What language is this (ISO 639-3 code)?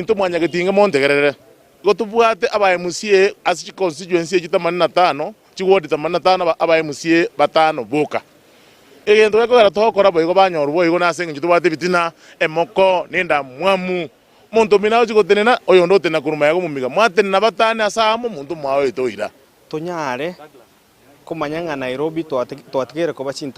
guz